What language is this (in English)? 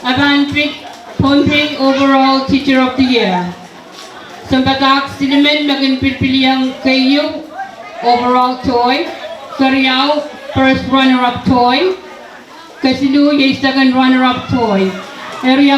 Pohnpeian